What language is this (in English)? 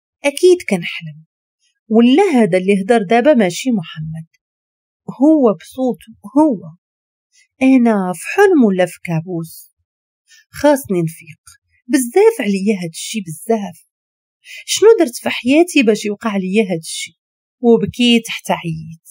Moroccan Arabic